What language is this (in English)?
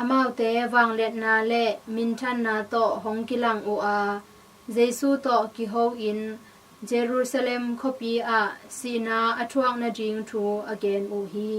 Tedim Chin